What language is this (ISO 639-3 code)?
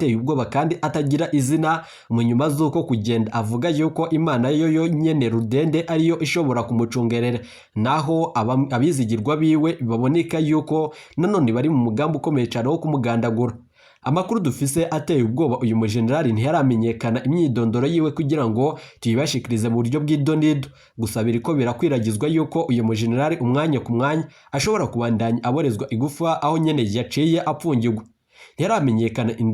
run